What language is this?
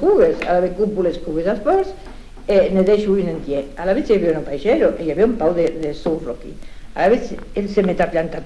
Occitan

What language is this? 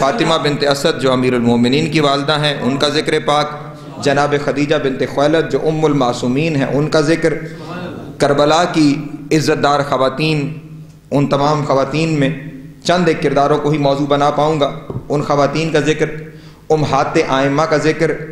Urdu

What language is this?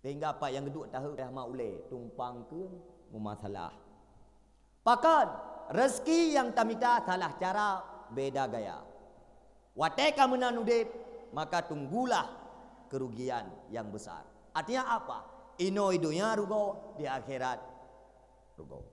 Achinese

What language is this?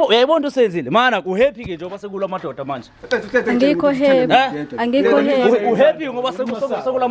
Zulu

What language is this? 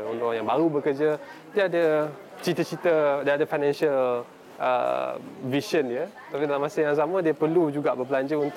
Malay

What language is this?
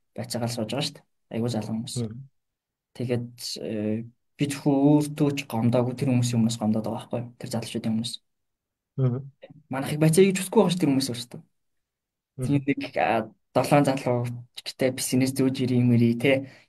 Mongolian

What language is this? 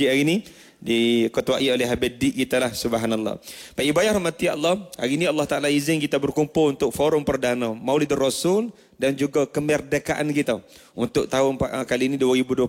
Malay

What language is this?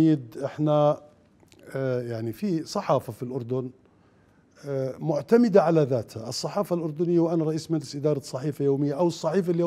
Mesopotamian Arabic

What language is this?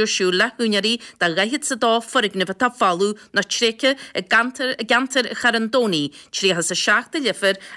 Irish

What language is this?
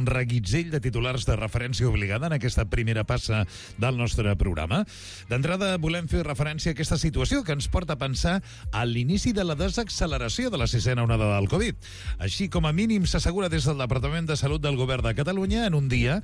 Catalan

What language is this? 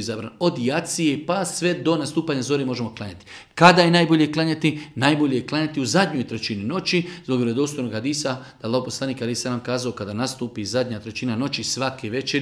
Bosnian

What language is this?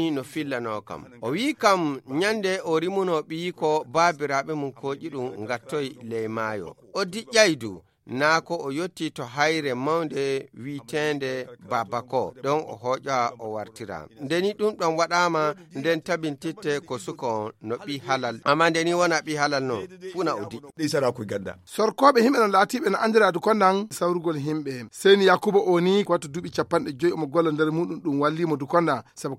Fula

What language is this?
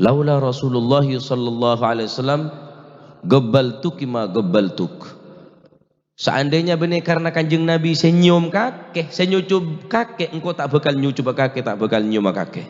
Madurese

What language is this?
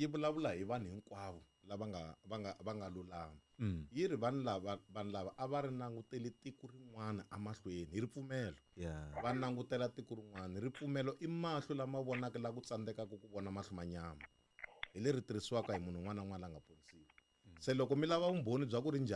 Tsonga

